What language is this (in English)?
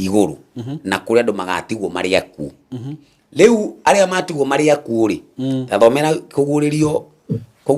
Kikuyu